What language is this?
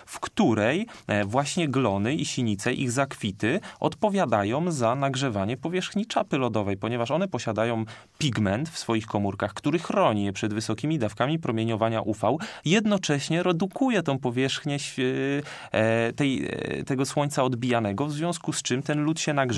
Polish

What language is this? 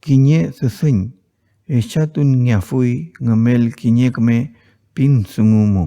Mapuche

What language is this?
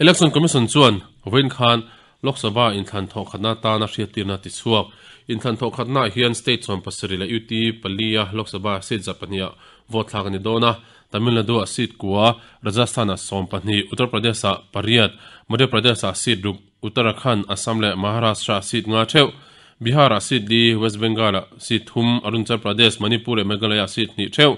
Mizo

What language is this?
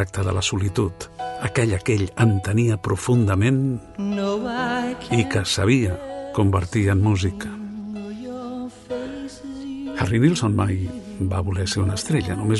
Catalan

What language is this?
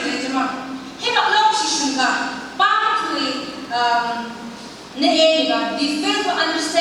Phom Naga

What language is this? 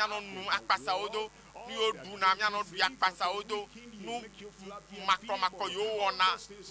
Ewe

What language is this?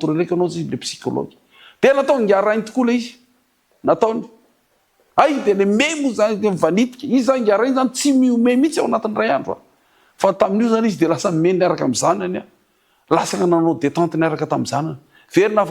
Malagasy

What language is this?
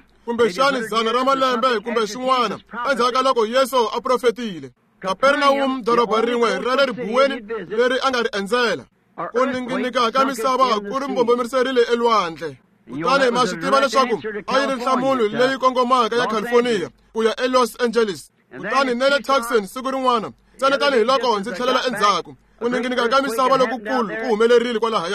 Tsonga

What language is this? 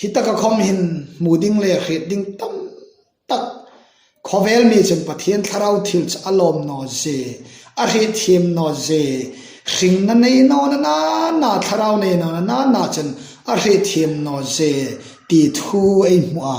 Hmar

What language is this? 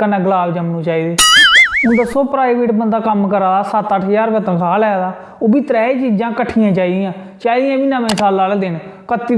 Dogri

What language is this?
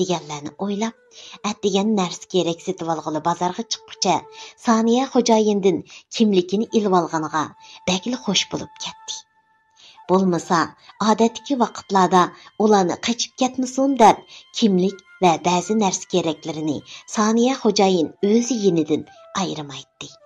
Uyghur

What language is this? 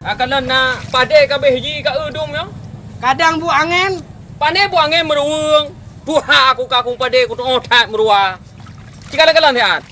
Achinese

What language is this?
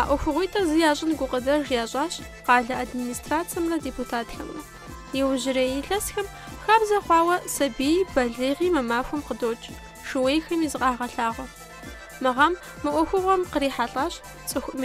Kabardian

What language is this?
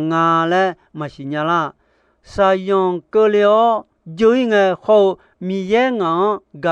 Akha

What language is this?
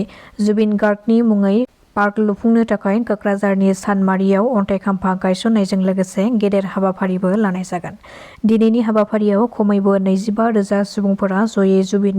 Bodo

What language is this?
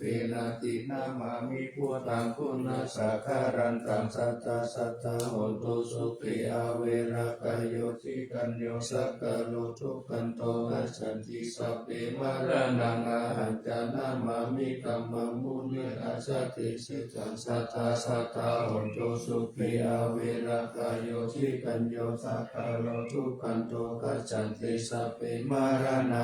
Pali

